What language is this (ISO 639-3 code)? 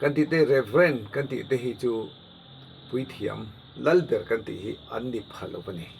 lus